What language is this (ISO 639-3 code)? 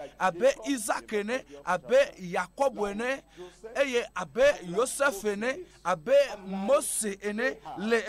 ewe